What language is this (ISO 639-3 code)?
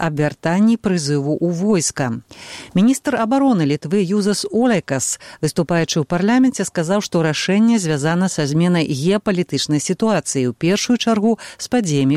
bel